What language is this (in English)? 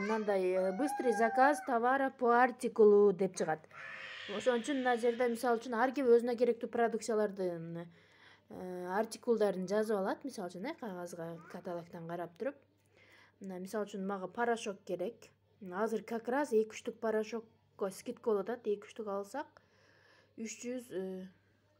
Kyrgyz